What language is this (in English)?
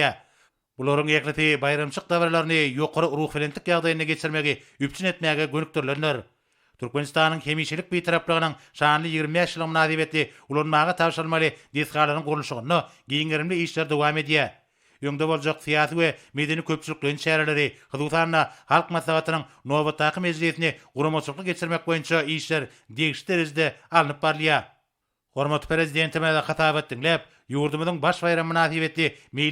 Turkmen